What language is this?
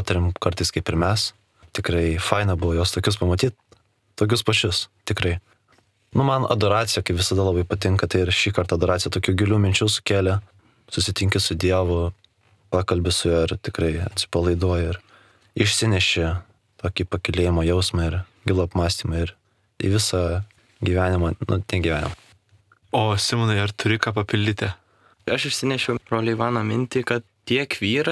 Lithuanian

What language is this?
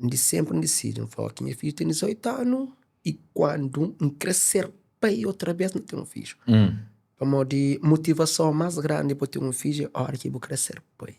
Kabuverdianu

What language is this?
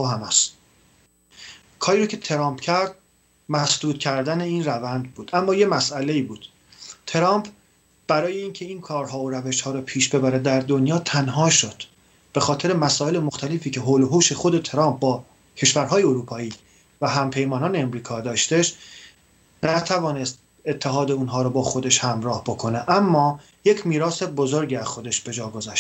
Persian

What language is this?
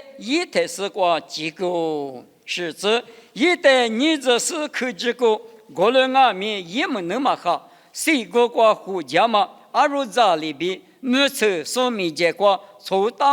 Lisu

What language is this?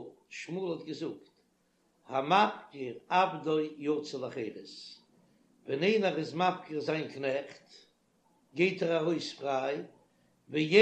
Yiddish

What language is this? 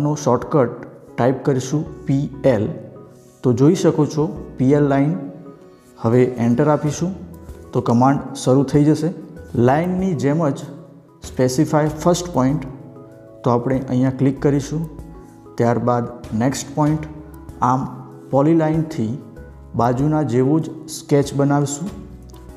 Gujarati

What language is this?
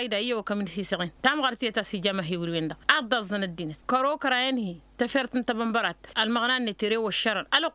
Tamasheq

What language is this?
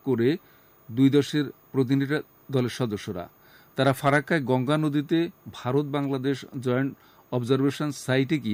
Bangla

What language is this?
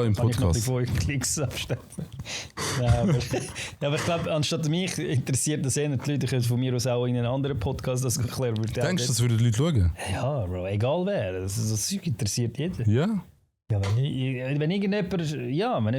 Swiss German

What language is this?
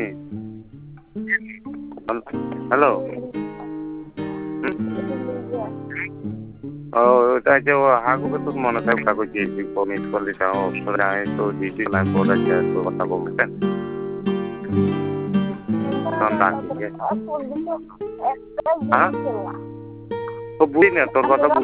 Bangla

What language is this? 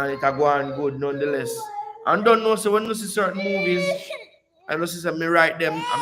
Jamaican Creole English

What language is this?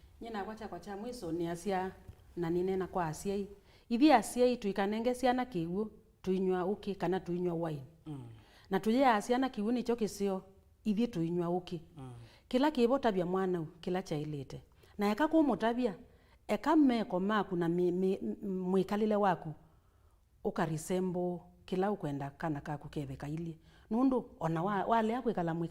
Kamba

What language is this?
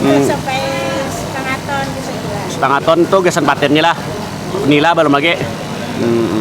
Banjar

